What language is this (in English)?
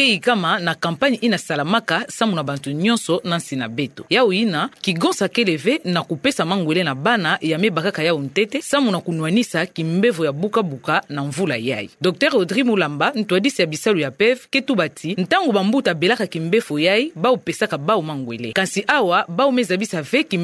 Kituba (Democratic Republic of Congo)